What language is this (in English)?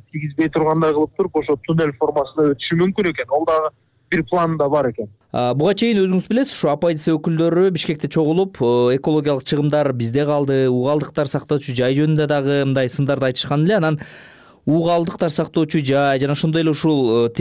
Kyrgyz